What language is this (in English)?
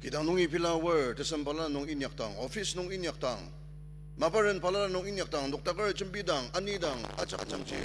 Ao Naga